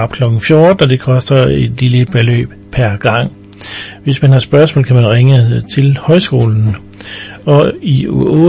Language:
Danish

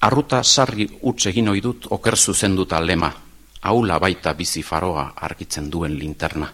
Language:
Basque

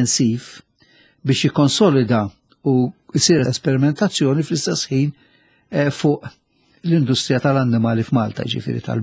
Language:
Maltese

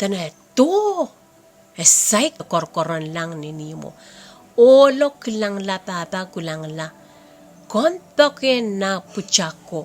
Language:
Pohnpeian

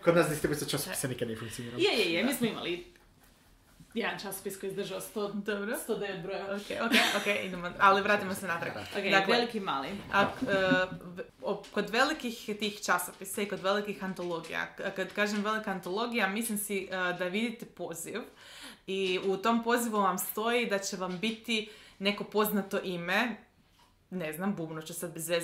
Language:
Croatian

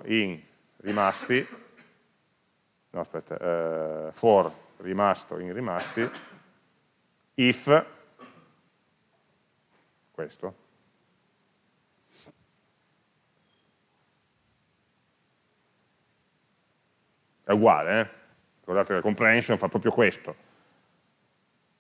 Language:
Italian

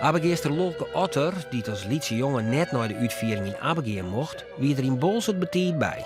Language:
Western Frisian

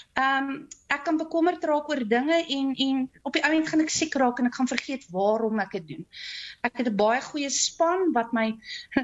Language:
Afrikaans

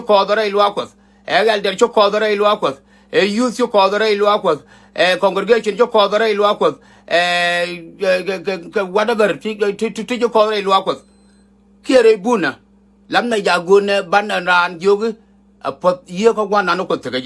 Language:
Nuer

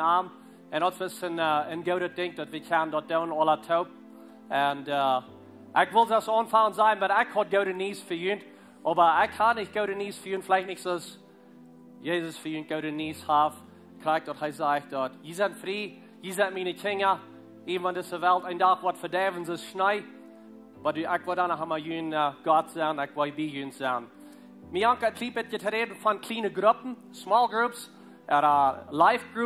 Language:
Plautdietsch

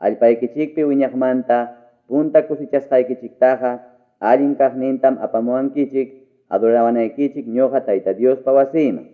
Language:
Ayacucho Quechua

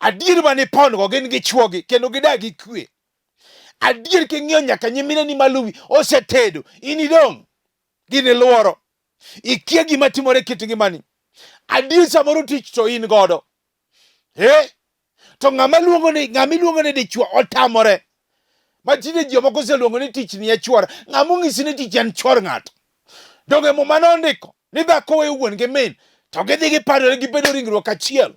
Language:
Luo (Kenya and Tanzania)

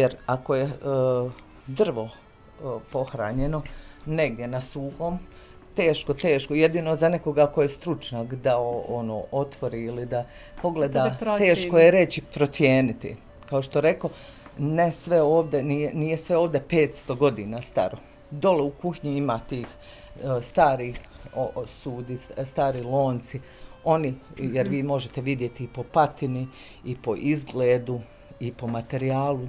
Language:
Bosnian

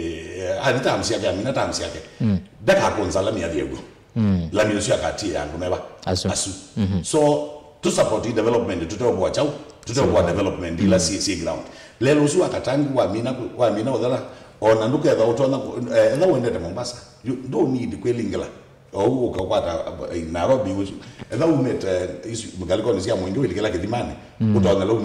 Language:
Kamba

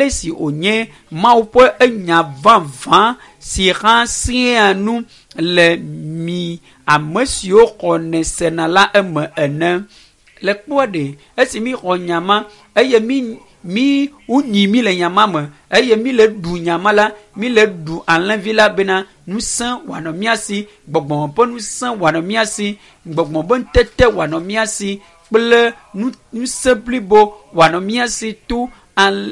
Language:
Ewe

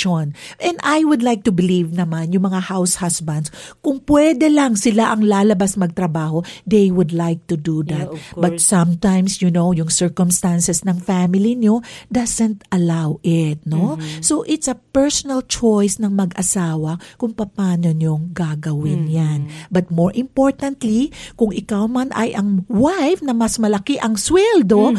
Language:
Filipino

